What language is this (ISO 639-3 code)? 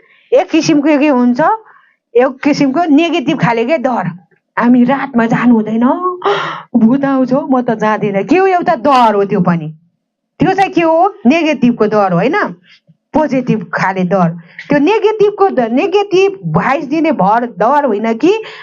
nep